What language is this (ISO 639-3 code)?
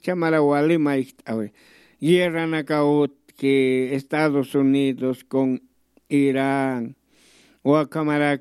aym